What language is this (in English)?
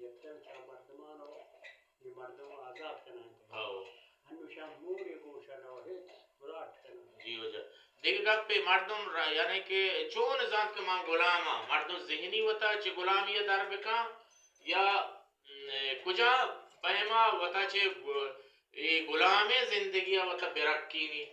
Baluchi